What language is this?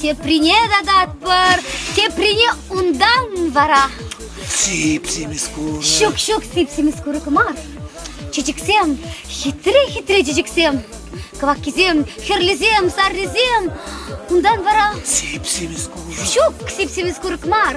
Chuvash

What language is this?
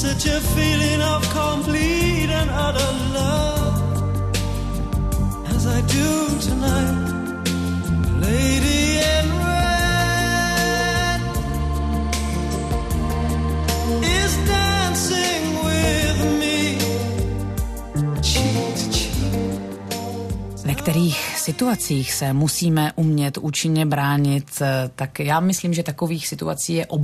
Czech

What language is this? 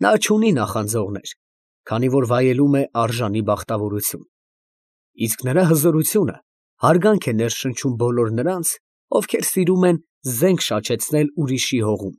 Armenian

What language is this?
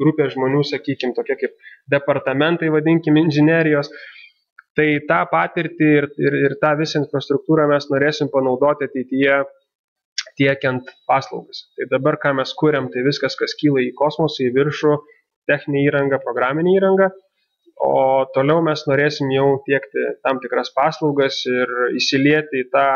Lithuanian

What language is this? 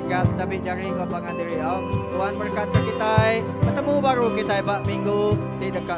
Iban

